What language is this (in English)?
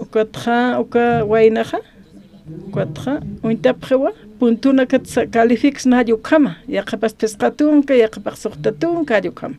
Aymara